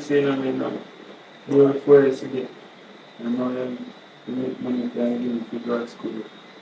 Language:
Jamaican Creole English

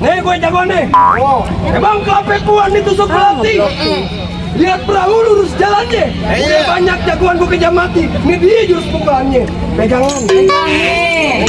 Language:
Betawi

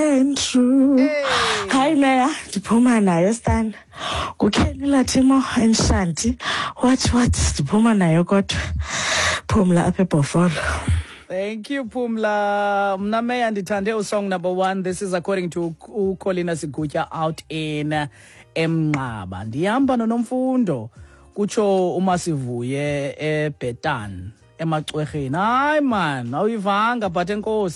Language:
Xhosa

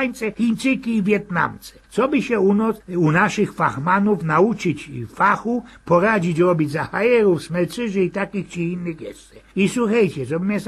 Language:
Silesian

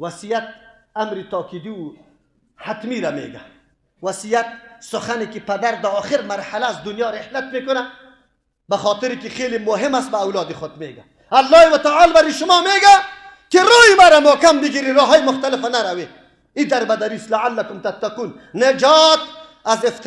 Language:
Persian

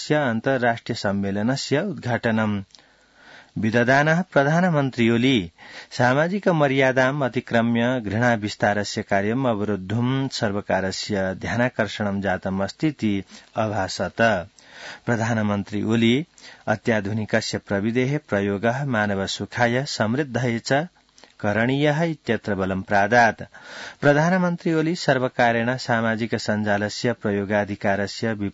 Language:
Sanskrit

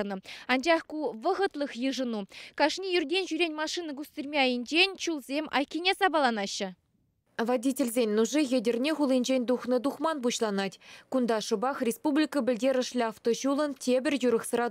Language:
Chuvash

